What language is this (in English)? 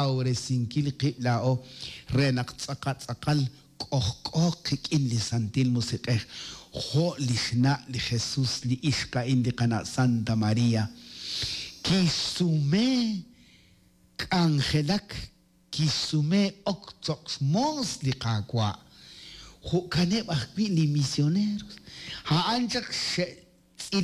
Kekchí